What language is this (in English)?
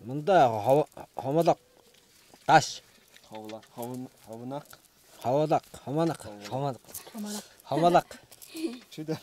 Tuvinian